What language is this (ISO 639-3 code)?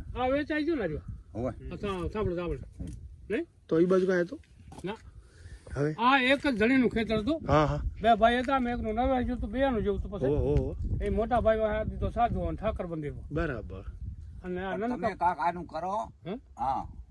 guj